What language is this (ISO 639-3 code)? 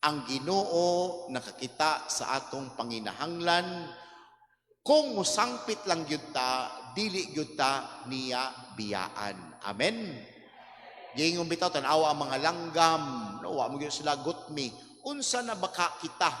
ceb